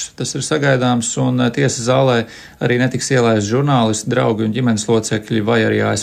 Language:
Latvian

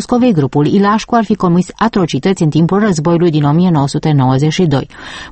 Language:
Romanian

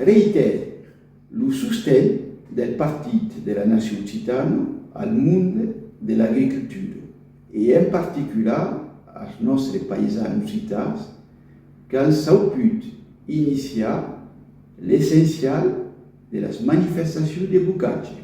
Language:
Occitan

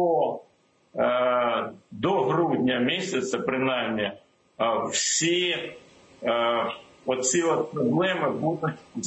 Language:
Ukrainian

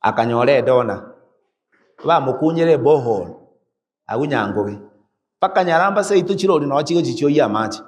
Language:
Gusii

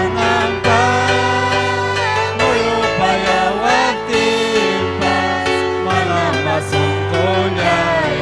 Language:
Ayacucho Quechua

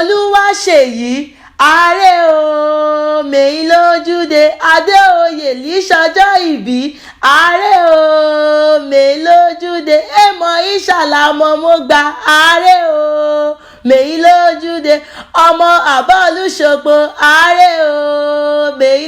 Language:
Yoruba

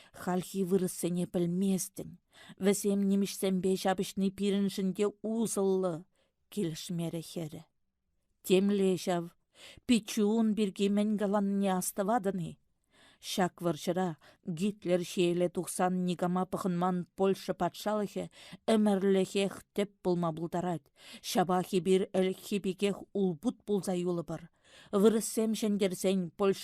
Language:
Chuvash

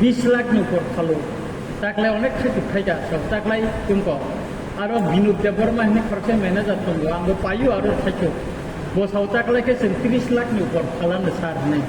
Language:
Kok Borok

